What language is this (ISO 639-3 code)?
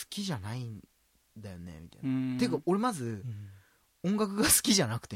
jpn